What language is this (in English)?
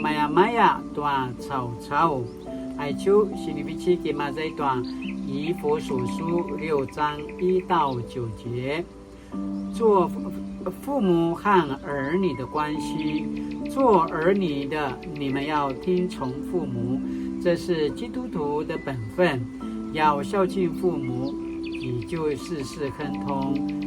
Paiwan